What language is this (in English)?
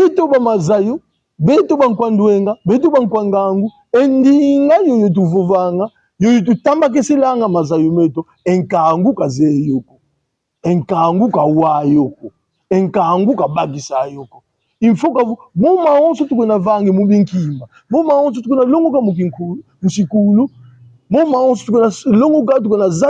Kongo